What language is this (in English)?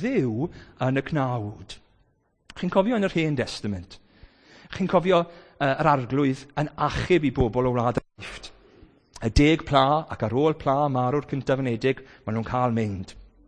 Welsh